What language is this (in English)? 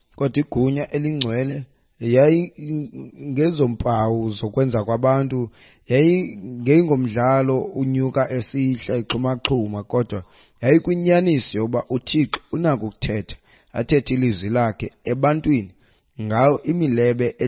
Xhosa